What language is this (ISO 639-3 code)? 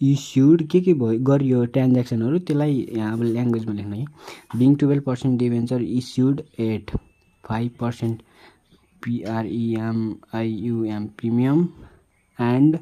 nep